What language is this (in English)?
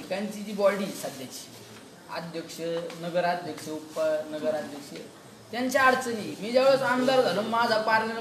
Marathi